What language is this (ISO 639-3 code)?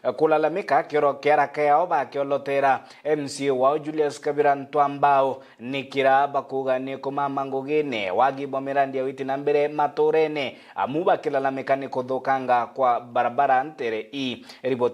mer